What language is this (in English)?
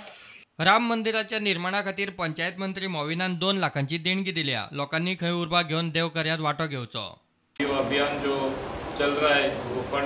Konkani